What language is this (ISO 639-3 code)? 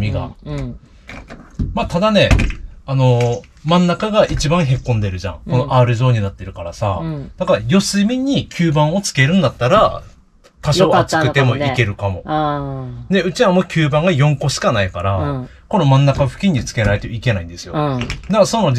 jpn